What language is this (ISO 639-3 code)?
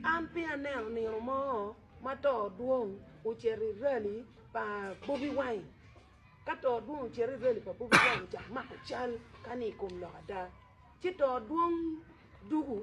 ach